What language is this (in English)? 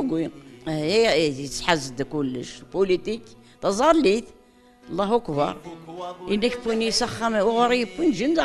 Kabyle